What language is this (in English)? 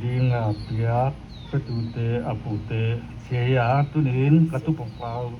Paite Chin